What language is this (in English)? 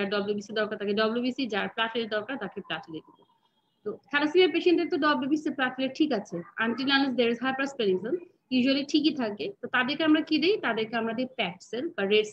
Bangla